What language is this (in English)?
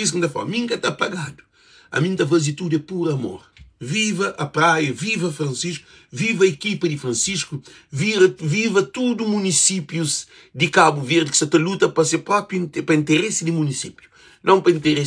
Kabuverdianu